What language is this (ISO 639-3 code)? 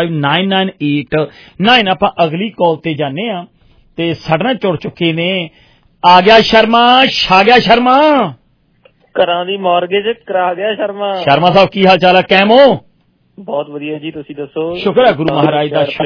pan